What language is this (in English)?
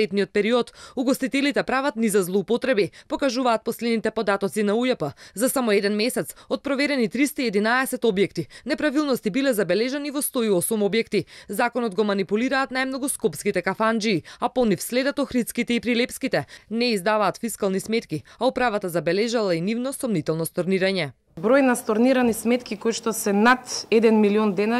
Macedonian